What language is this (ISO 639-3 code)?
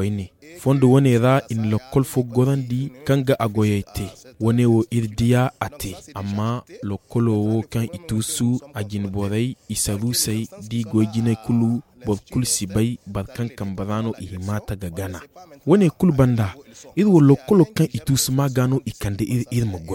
dje